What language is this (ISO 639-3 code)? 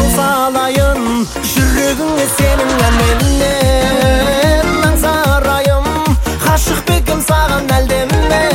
kaz